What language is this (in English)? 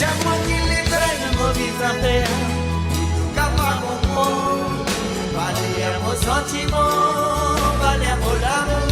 Morisyen